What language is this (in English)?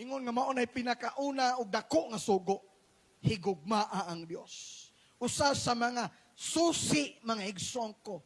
Cebuano